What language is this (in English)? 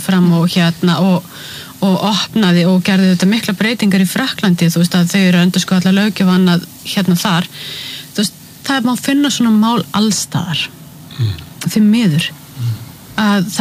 Icelandic